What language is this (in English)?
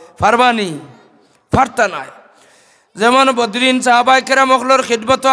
Sylheti